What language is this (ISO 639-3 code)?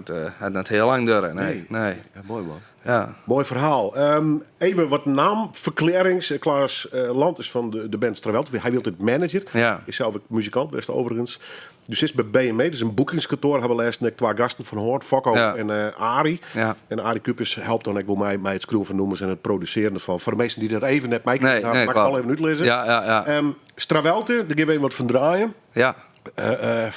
fry